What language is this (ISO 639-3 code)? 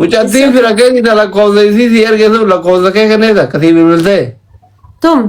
orm